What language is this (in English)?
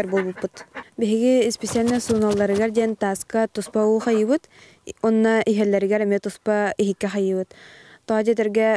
Yakut